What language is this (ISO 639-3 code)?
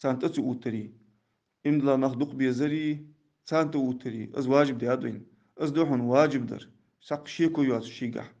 inh